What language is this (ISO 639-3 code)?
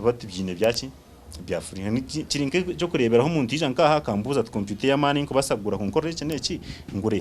nyn